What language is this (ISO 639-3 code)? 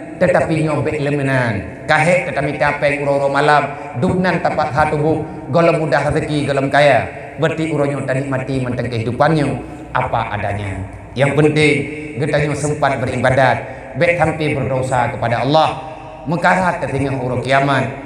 ace